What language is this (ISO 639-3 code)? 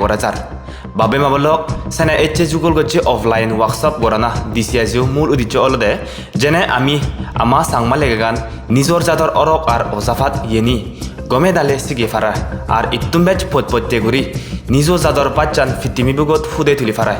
ccp